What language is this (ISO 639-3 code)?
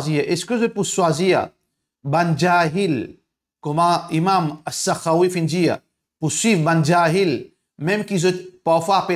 mfe